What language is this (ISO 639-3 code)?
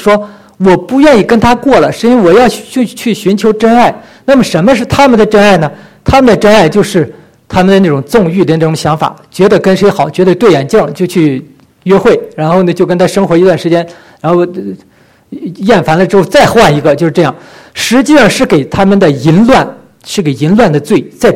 zho